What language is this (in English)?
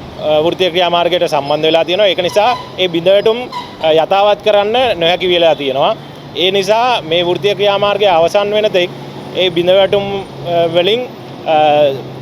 Sinhala